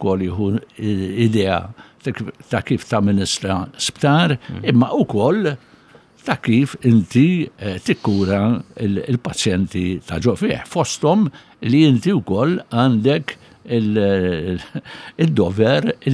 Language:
Maltese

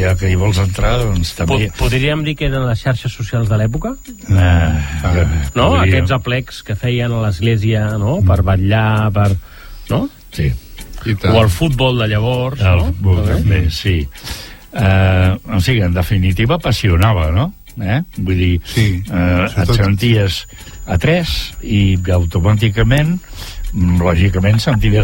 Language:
Catalan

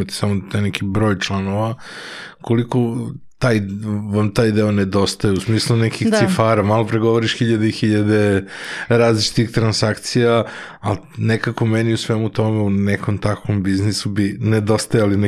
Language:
Serbian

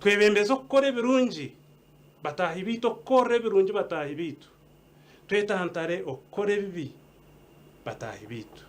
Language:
Nyankole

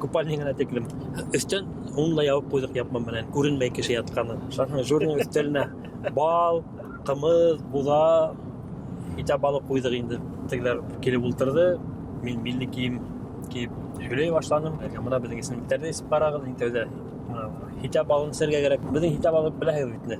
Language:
Bashkir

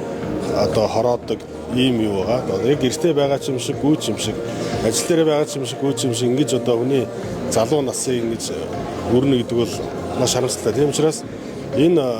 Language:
Mongolian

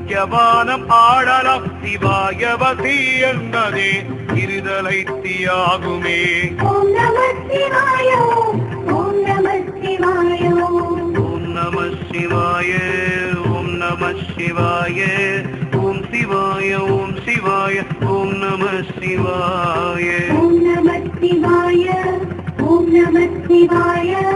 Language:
Tamil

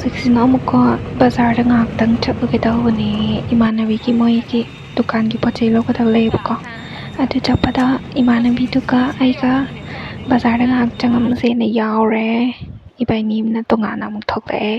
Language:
Manipuri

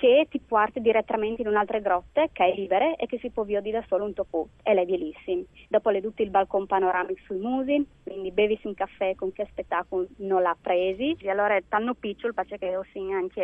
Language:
Friulian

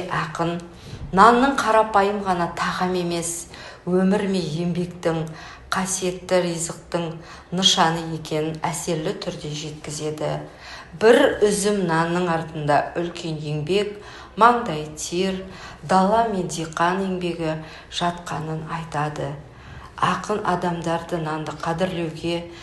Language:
Kazakh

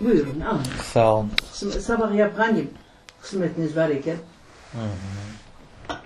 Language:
Crimean Tatar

